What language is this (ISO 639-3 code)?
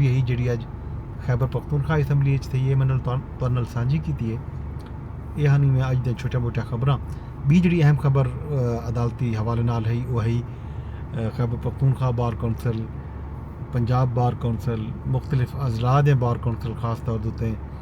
skr